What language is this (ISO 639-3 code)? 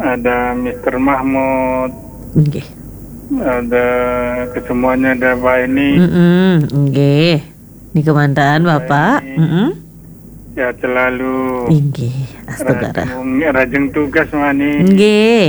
ban